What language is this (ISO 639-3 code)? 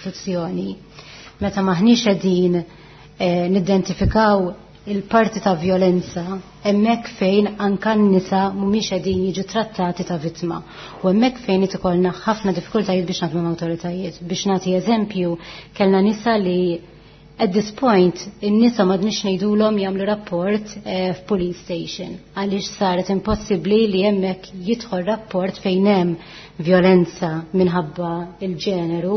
mlt